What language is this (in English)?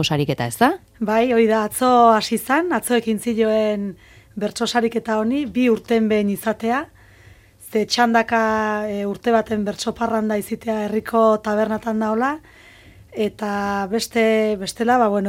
Basque